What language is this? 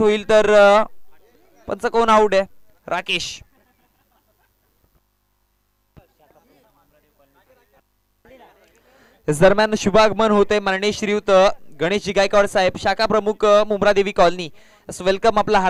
Marathi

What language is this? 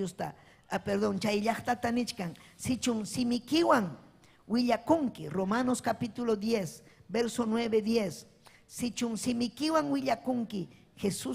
Ayacucho Quechua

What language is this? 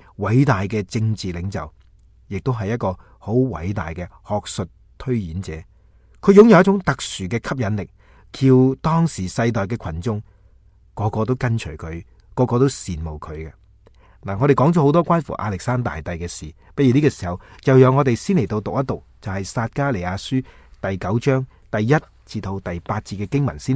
Cantonese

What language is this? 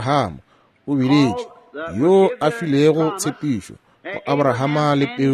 Northern Sotho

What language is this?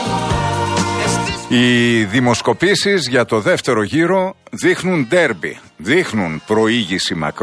Greek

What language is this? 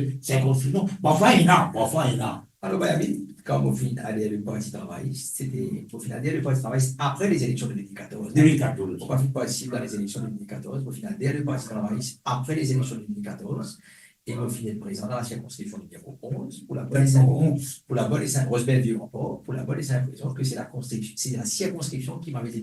Morisyen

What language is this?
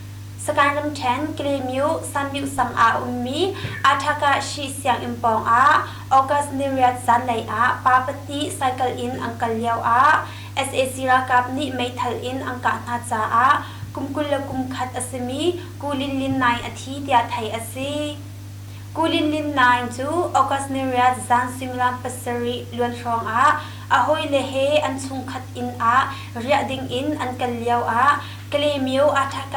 Hakha Chin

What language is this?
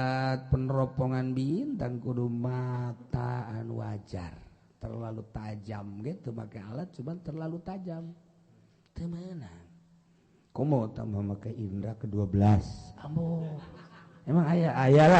Sundanese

